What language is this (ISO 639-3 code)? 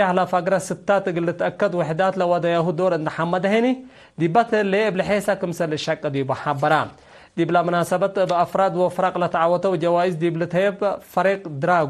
tig